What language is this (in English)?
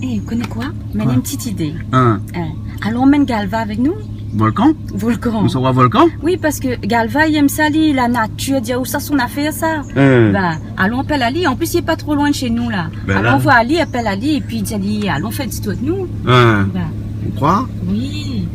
Réunion Creole French